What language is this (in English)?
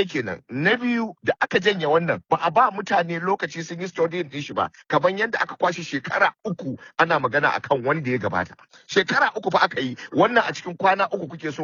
Hausa